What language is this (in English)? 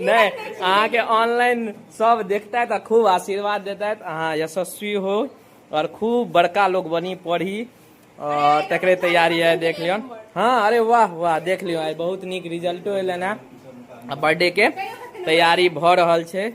Maithili